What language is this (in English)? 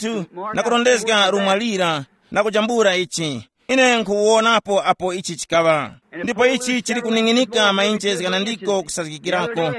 Tumbuka